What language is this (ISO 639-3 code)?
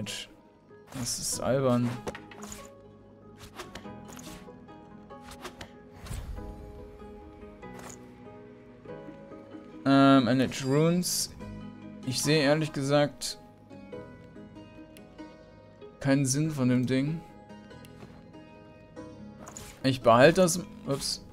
deu